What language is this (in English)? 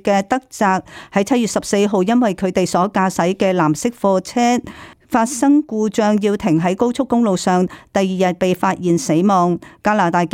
Cantonese